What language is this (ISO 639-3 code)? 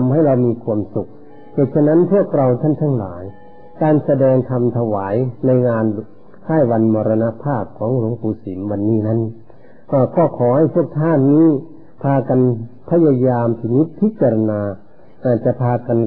tha